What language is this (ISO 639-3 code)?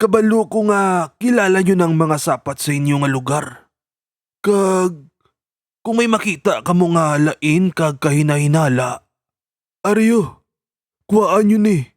hil